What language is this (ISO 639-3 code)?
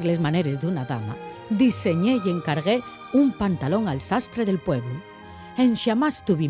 ast